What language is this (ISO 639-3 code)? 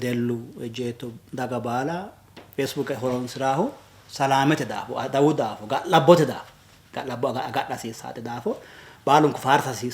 sid